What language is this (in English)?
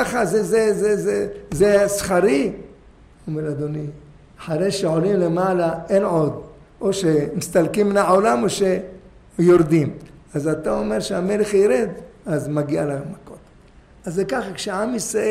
Hebrew